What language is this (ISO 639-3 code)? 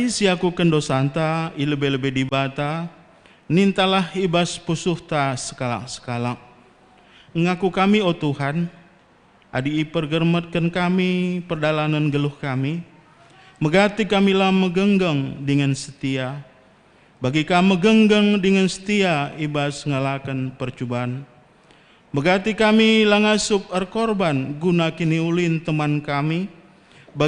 btx